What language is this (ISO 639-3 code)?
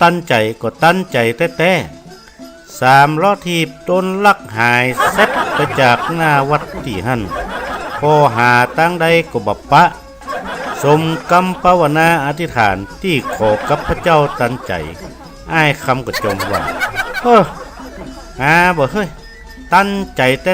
nod